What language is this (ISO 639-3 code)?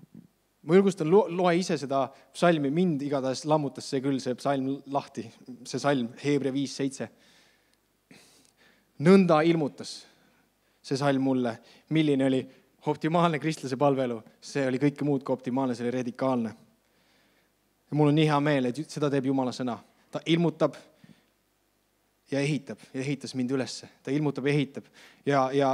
est